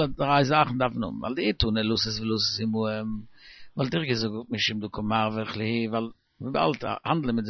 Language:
Yiddish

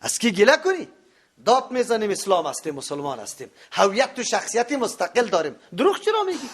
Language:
Persian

